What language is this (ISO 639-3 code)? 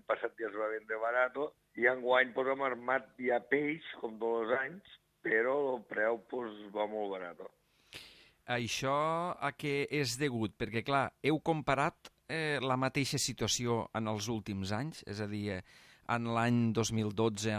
cat